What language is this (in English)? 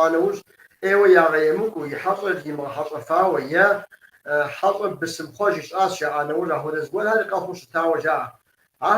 Kabardian